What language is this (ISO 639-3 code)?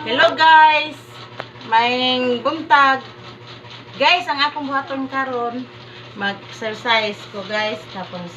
ceb